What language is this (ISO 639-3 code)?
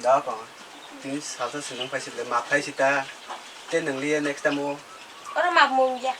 trp